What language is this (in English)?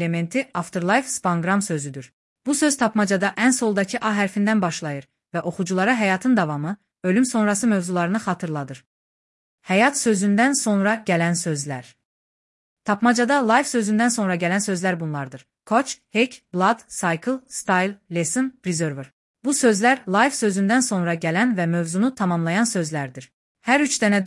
Azerbaijani